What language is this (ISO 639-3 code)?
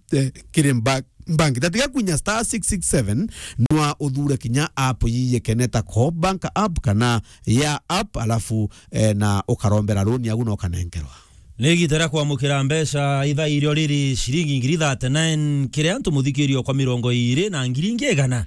mer